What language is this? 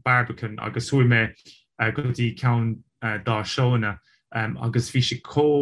Irish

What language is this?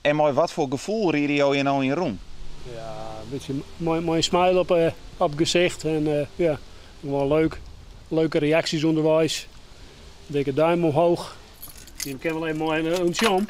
Western Frisian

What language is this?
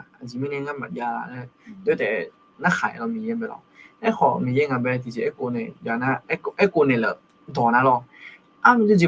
Akha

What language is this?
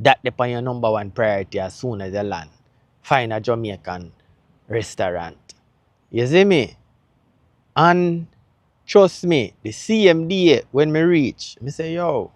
Jamaican Creole English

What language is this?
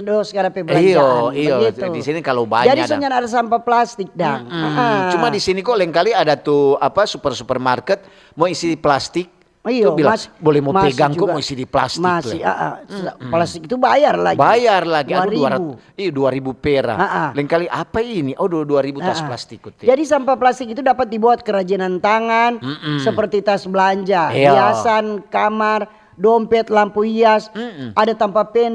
Manado Malay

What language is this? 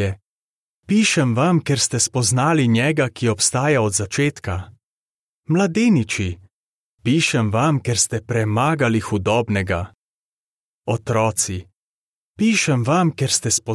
Slovenian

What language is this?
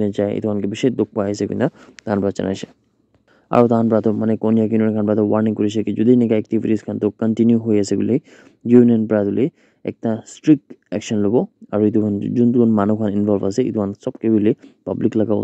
Naga Pidgin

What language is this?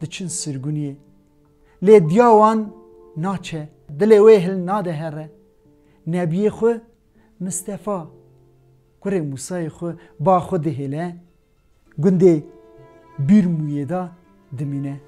Kurdish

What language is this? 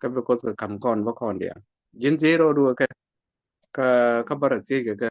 Nuer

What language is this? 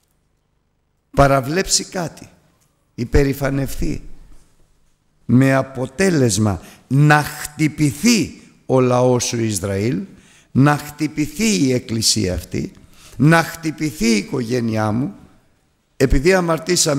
Greek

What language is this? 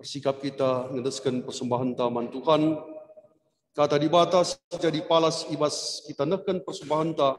Batak Karo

